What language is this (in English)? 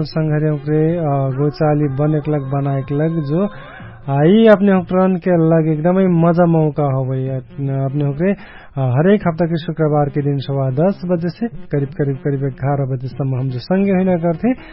Dangaura Tharu